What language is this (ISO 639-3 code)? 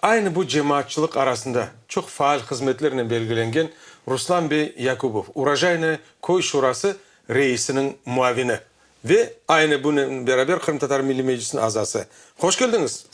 crh